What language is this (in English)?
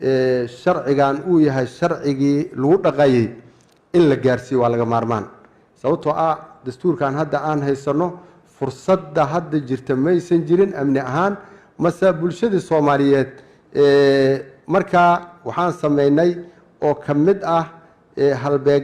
Somali